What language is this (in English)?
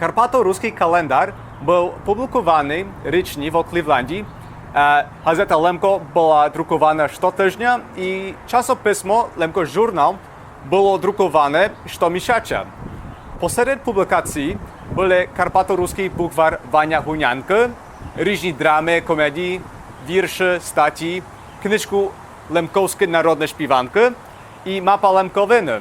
Rusyn